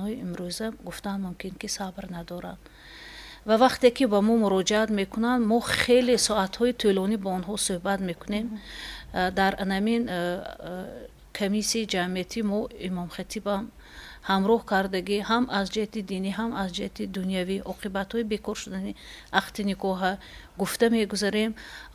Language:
Tajik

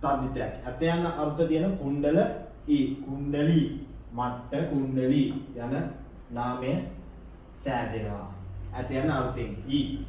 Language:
Sinhala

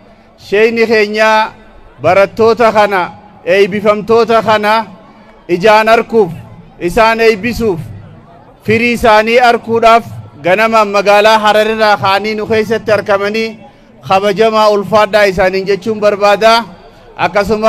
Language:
Oromo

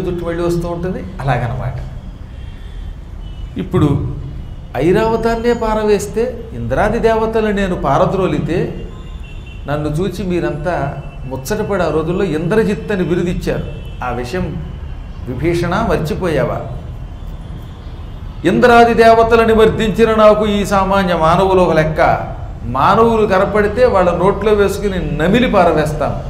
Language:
Telugu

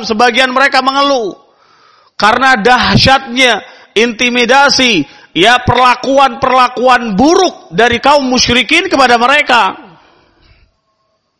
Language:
Indonesian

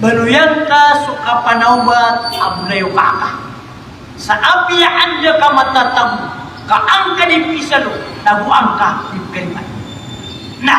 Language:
Maranao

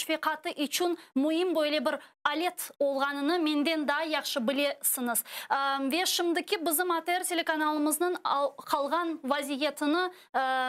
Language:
Crimean Tatar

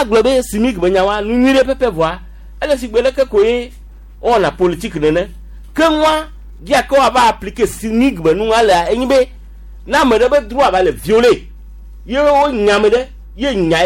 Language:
Gen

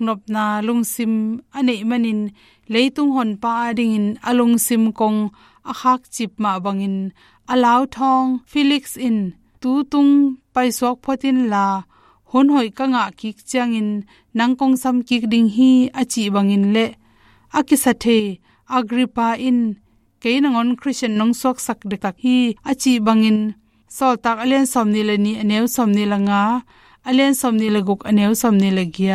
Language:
Tedim Chin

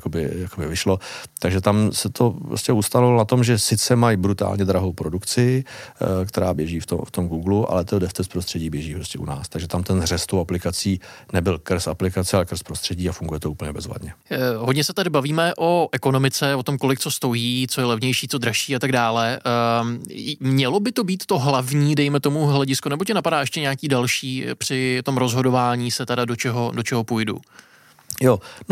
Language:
Czech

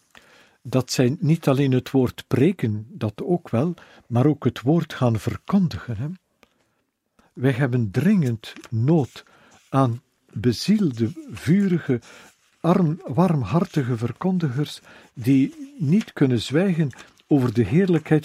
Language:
Dutch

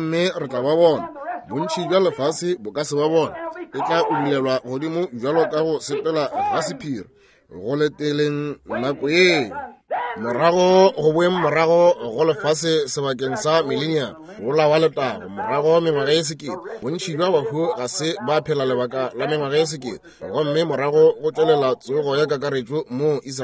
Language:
Northern Sotho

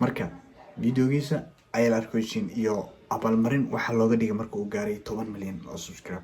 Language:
Somali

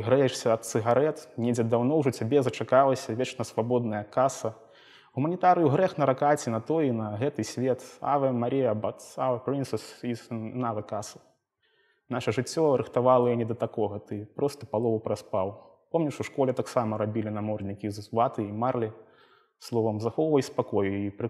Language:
Belarusian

